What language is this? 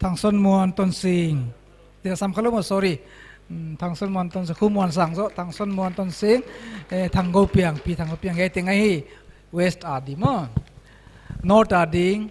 Paite Chin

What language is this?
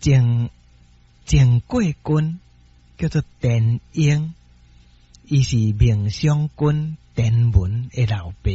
Min Nan Chinese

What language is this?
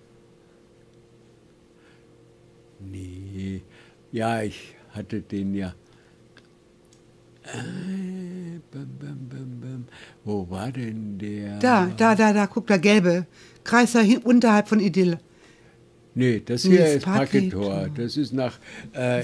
German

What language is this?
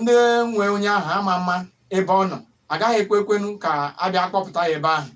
Igbo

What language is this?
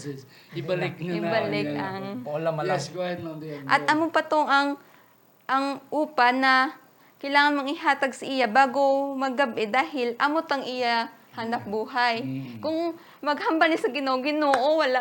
Hiligaynon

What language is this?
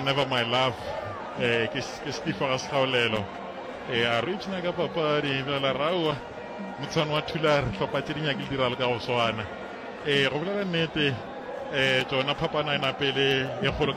Northern Sotho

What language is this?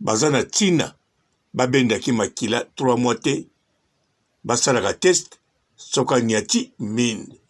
Lingala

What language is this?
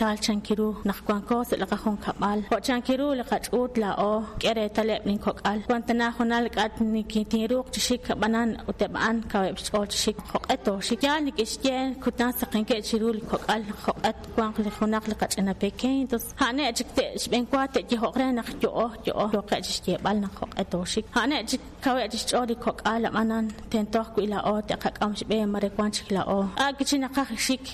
Kekchí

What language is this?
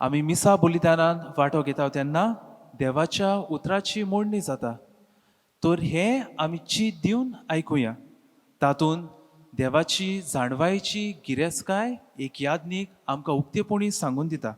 Konkani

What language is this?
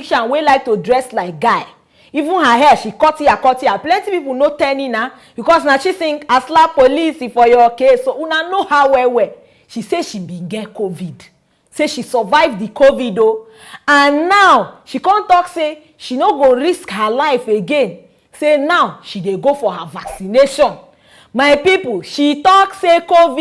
Nigerian Pidgin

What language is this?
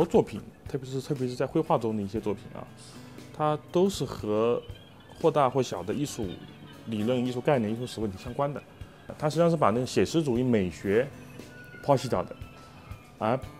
Chinese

